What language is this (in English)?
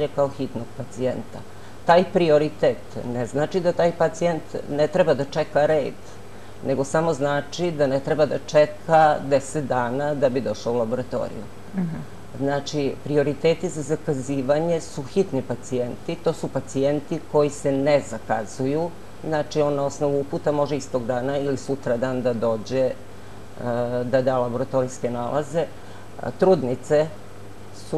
Serbian